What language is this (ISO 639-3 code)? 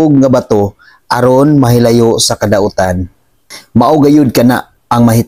ceb